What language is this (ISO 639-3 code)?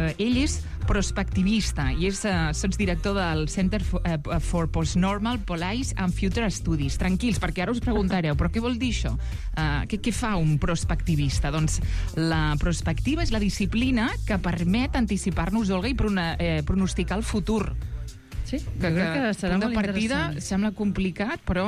cat